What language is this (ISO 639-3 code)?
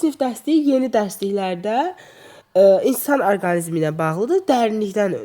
aze